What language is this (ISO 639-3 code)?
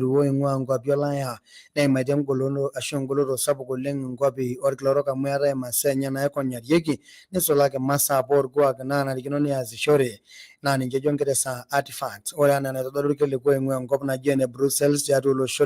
mas